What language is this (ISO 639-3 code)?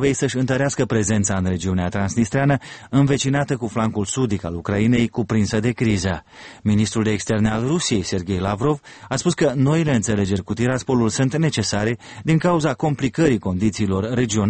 ron